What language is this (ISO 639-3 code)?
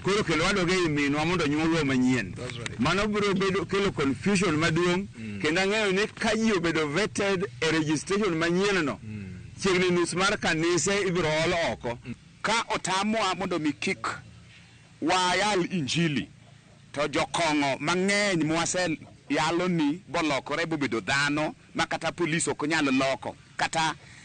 luo